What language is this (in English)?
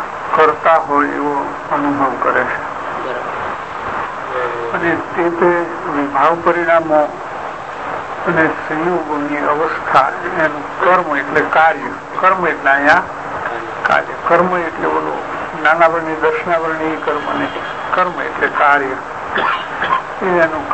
Gujarati